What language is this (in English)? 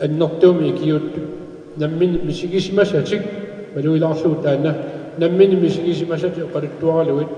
Kalaallisut